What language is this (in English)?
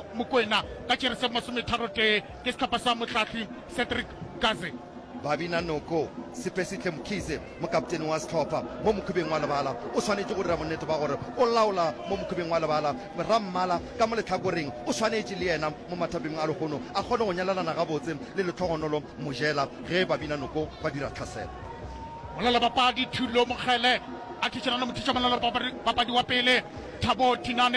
Northern Sotho